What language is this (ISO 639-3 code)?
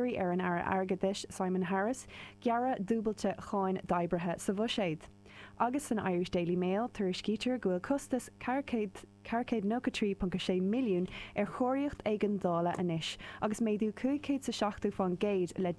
gle